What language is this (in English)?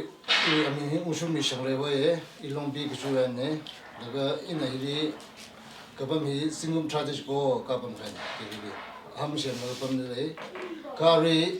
Tangkhul Naga (India)